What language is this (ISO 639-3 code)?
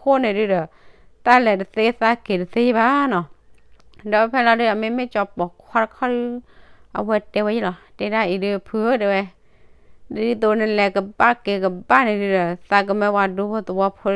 ksw